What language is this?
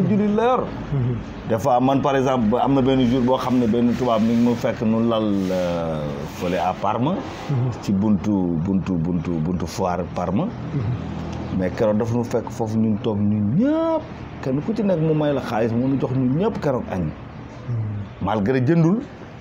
Wolof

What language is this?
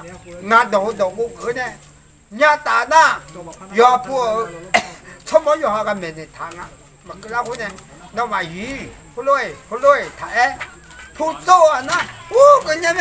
Akha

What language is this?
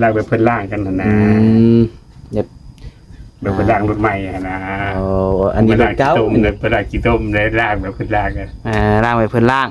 Northeastern Thai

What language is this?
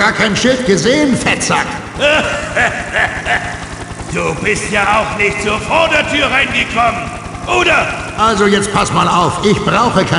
Bavarian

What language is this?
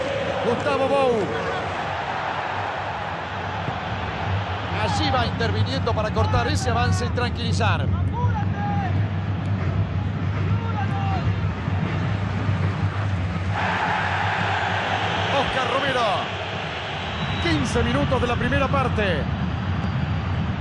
Spanish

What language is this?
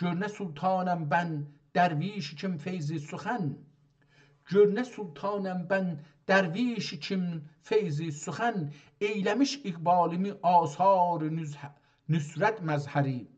South Azerbaijani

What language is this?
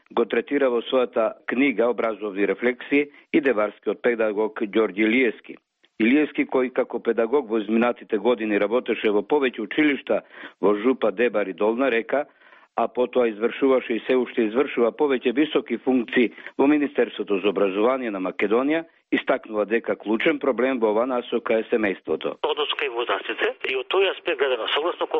Macedonian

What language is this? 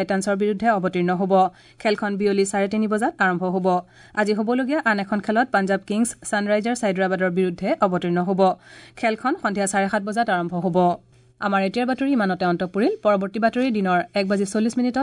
Assamese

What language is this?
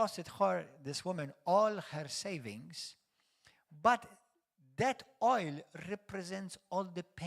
English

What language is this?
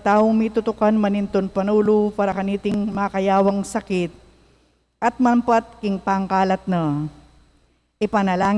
Pampanga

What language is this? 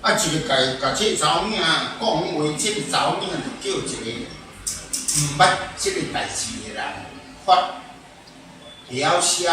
Min Nan Chinese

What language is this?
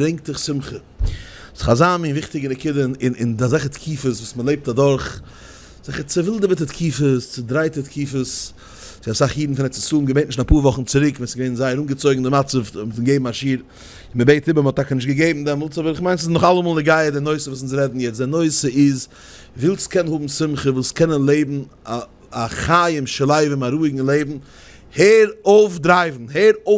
Yiddish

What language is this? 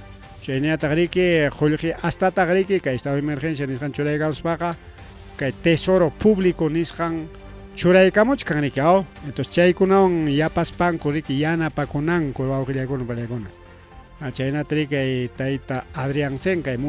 Ayacucho Quechua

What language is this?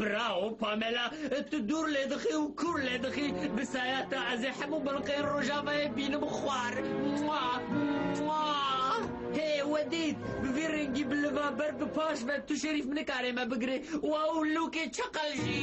Kurdish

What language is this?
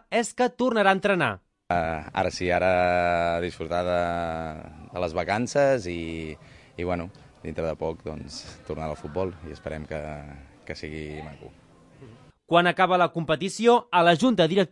Catalan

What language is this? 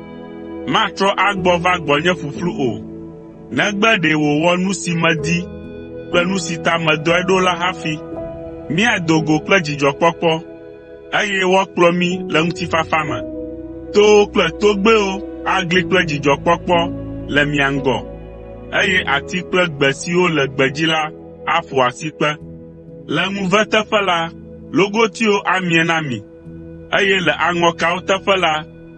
Ewe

